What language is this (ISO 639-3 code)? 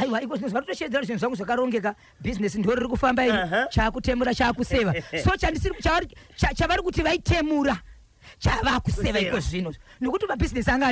sna